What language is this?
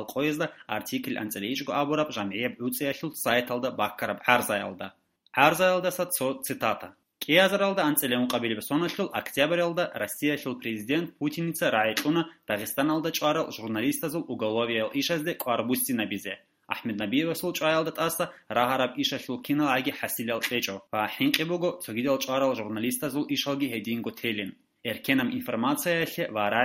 Avaric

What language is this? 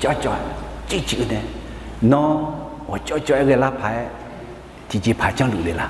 Akha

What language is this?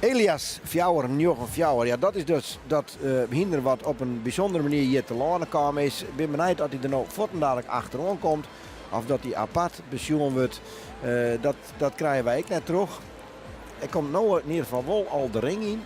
Western Frisian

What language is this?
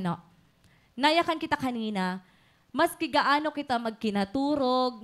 Waray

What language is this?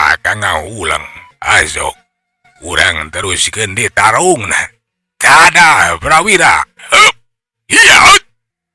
Sundanese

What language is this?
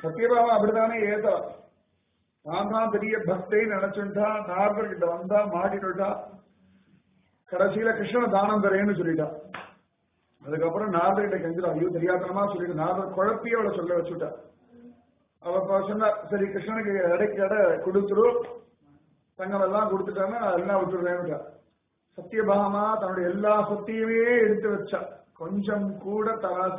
Tamil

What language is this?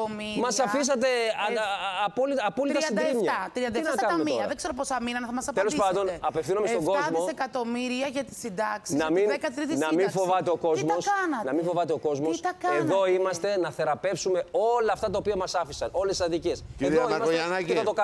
Greek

